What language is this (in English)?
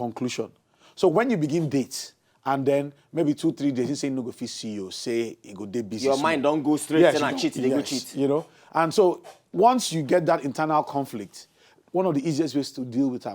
Nigerian Pidgin